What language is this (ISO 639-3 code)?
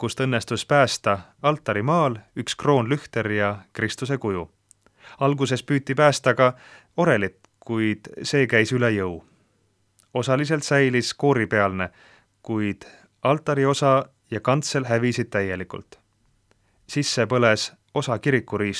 est